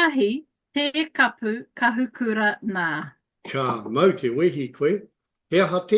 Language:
Māori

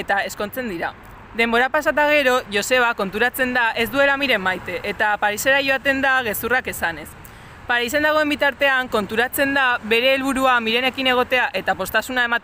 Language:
Basque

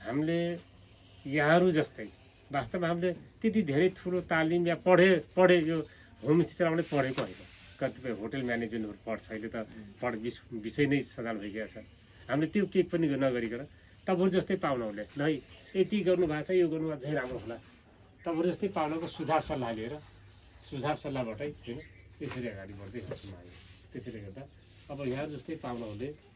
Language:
Nepali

